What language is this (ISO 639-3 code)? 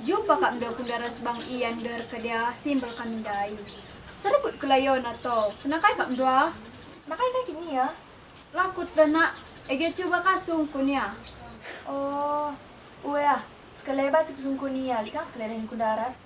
btx